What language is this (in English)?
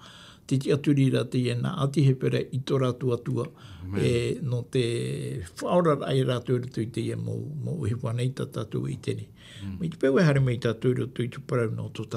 Tahitian